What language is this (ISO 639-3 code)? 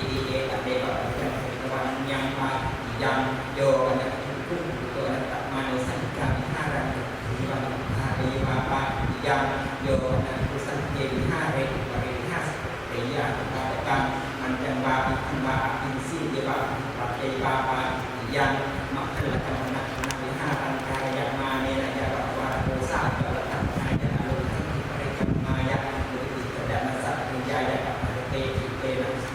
pli